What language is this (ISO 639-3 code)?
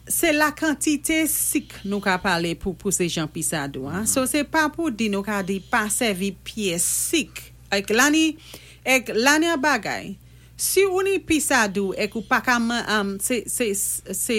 acf